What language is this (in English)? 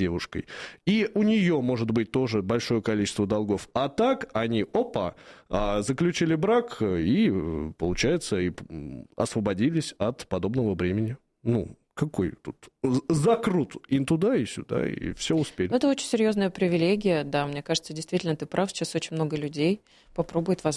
Russian